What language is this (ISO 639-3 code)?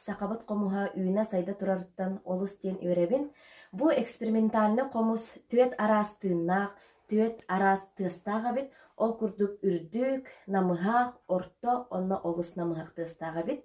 sah